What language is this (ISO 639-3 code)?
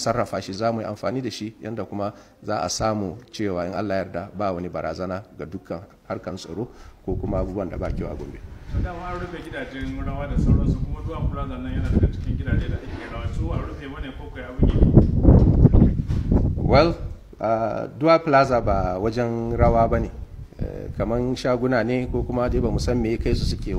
hau